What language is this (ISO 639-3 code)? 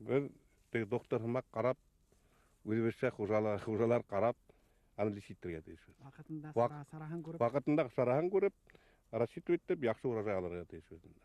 bak